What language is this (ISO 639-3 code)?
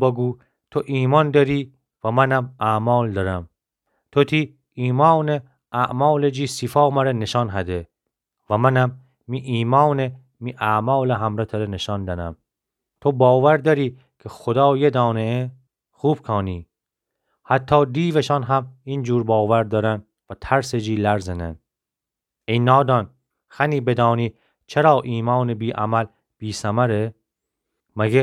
glk